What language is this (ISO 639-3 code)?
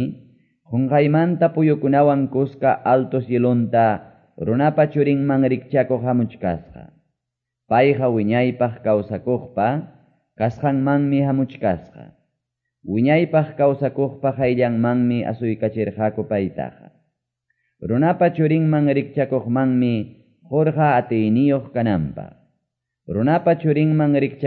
que